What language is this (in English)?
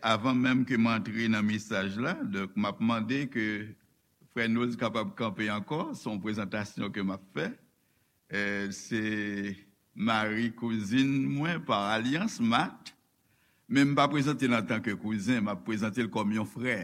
Haitian Creole